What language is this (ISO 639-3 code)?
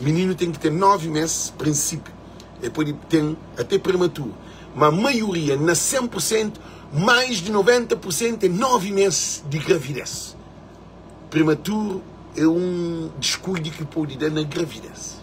kea